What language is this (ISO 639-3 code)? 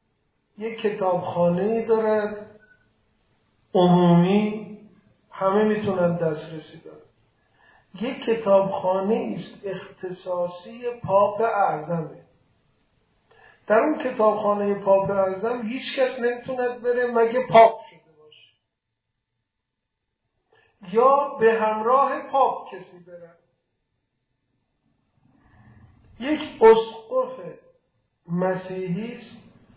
fas